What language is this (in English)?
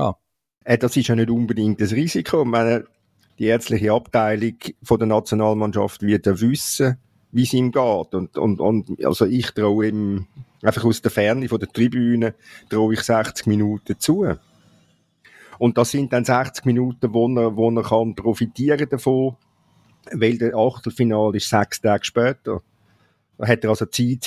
German